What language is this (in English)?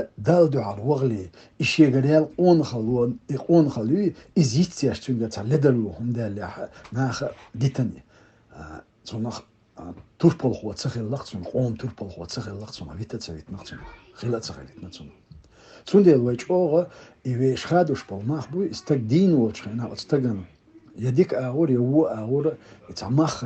Chechen